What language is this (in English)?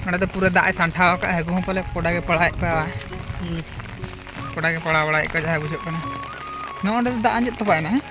Santali